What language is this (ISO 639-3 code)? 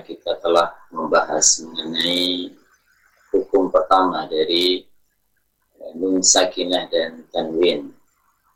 ind